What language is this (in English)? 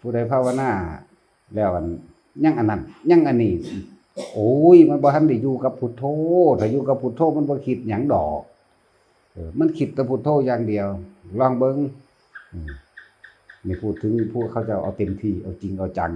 Northeastern Thai